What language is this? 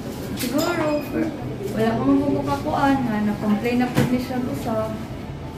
Cebuano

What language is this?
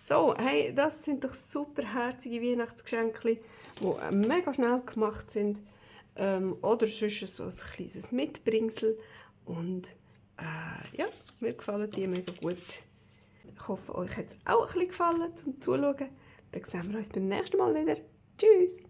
Swiss German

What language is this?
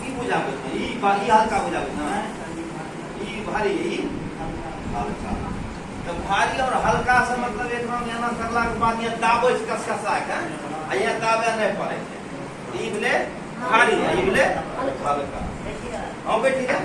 Angika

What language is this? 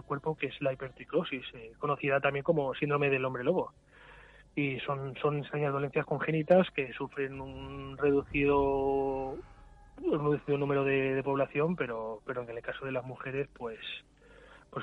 Spanish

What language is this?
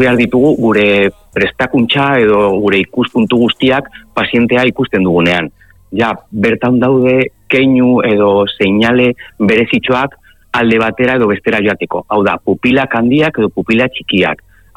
Basque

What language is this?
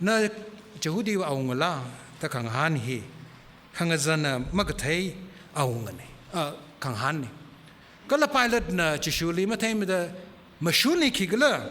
Tangkhul Naga (India)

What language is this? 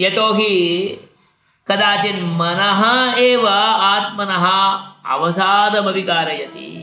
Sanskrit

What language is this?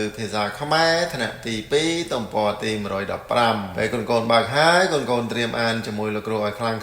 Khmer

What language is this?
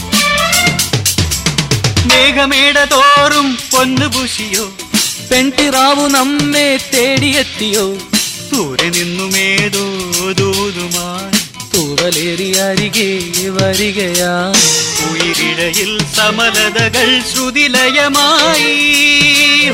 Malayalam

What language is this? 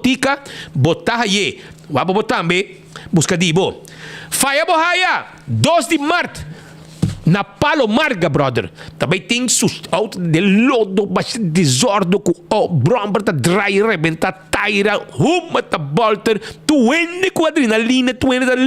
Papiamento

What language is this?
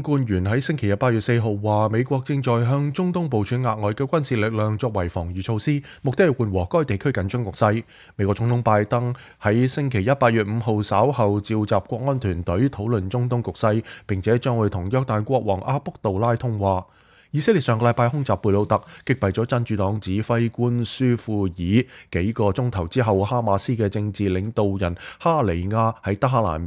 Cantonese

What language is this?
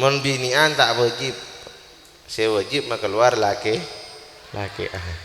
Madurese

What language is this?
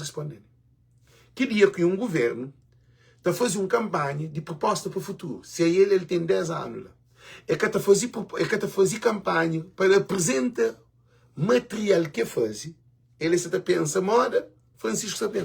Kabuverdianu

